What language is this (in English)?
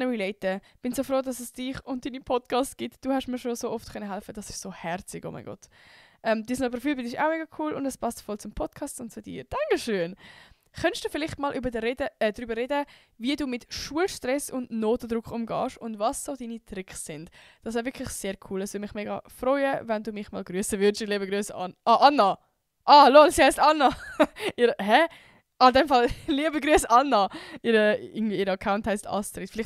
Swiss German